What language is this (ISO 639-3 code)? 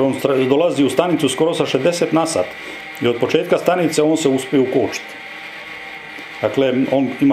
hrv